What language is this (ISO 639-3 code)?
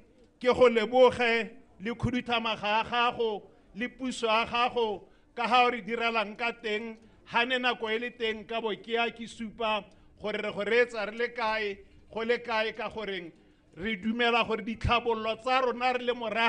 tsn